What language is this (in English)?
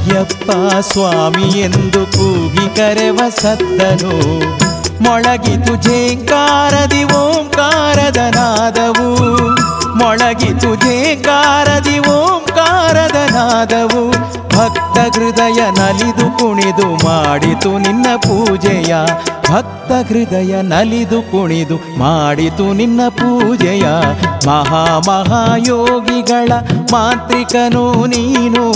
Kannada